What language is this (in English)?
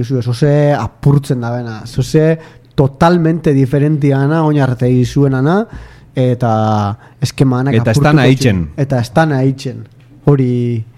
Basque